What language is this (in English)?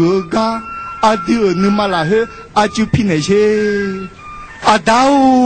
Akha